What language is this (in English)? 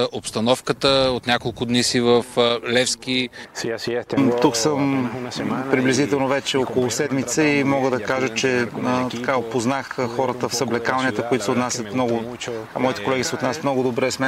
Bulgarian